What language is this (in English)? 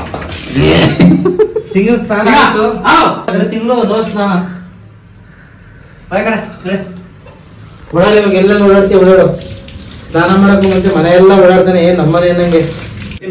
Kannada